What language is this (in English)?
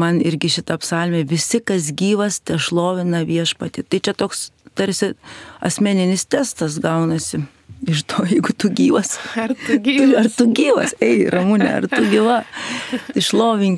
Lithuanian